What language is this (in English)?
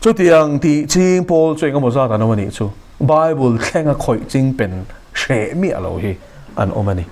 Mizo